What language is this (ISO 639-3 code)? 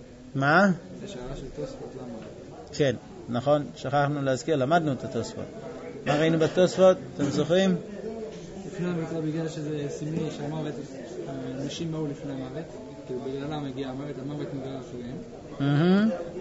heb